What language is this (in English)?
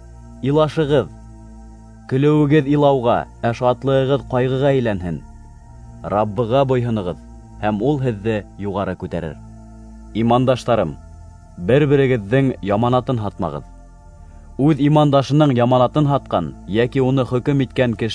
Bashkir